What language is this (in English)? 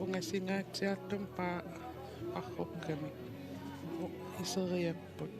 Kalaallisut